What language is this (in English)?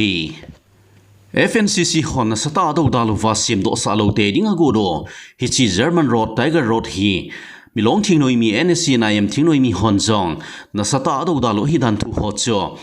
Thado Chin